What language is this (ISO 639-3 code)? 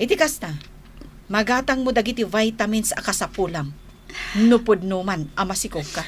ilo